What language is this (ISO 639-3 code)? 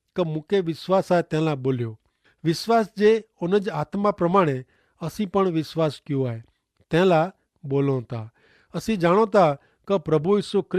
kfr